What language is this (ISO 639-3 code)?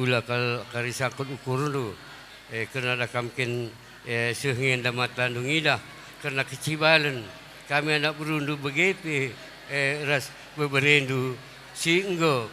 btx